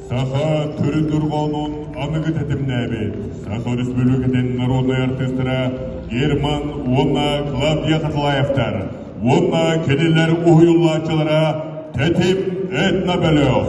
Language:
Yakut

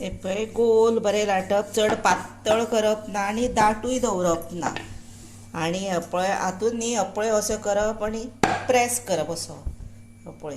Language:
Konkani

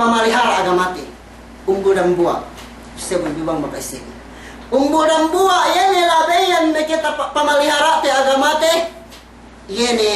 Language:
Yakan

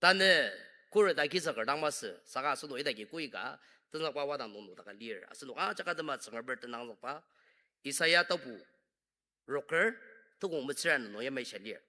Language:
Ao Naga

